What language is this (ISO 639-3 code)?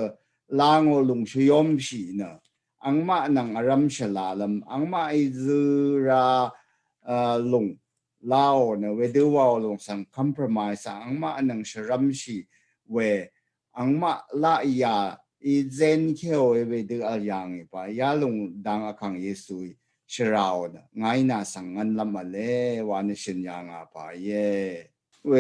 raw